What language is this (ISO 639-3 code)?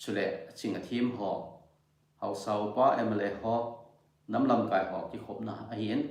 tcz